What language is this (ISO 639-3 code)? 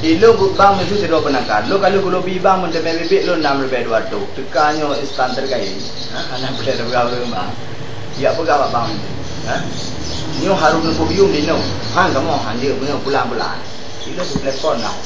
ace